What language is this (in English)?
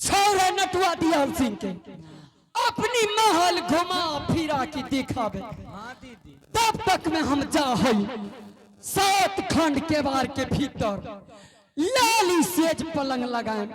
Angika